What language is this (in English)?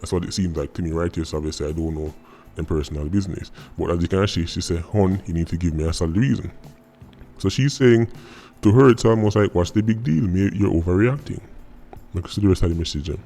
Jamaican Creole English